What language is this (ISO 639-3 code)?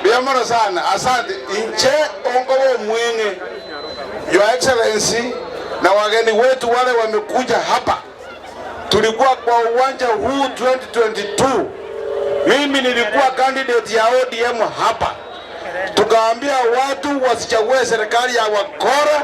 guz